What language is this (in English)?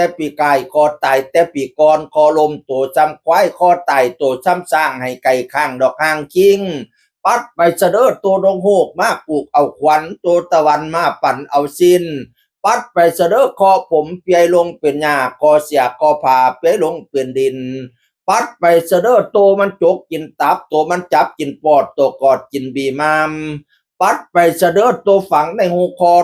Northeastern Thai